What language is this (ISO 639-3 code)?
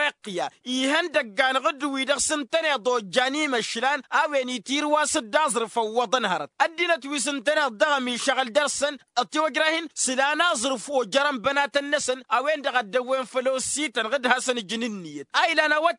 taq